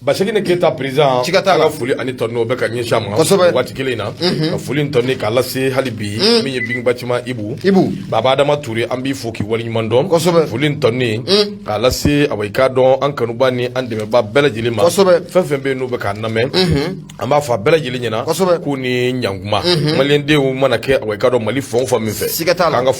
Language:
Bambara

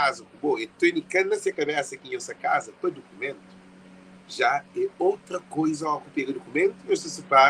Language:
Kabuverdianu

